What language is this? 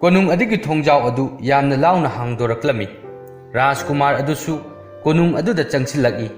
Manipuri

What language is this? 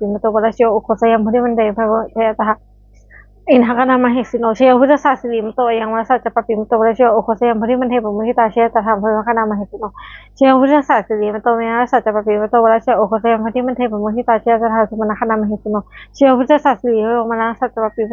Pali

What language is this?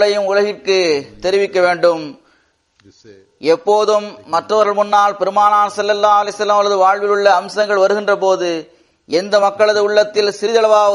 Tamil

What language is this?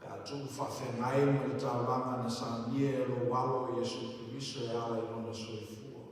Samoan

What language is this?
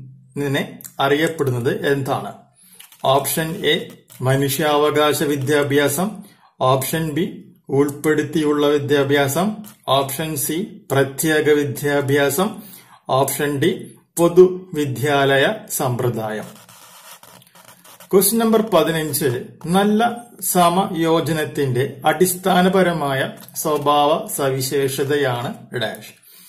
Malayalam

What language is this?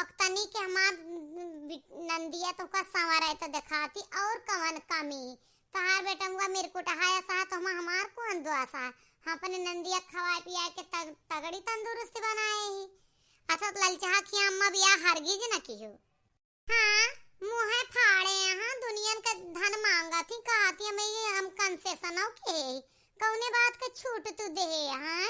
Awadhi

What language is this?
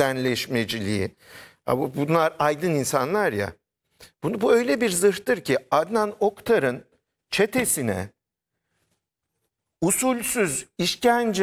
Turkish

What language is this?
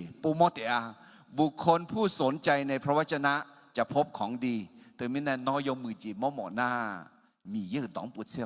Akha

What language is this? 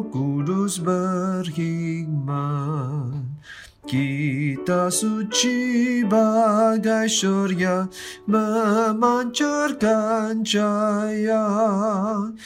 Malay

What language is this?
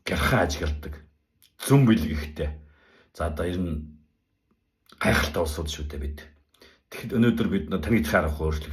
Mongolian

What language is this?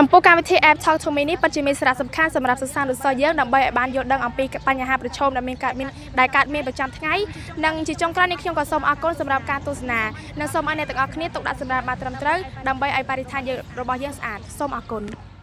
Khmer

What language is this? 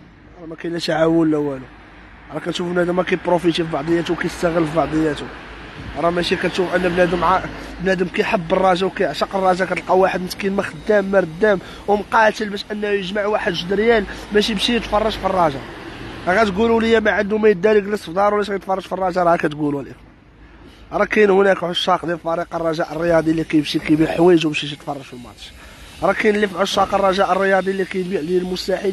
Moroccan Arabic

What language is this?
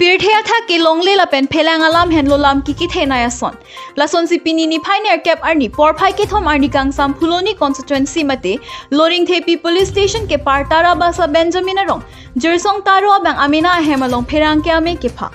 Karbi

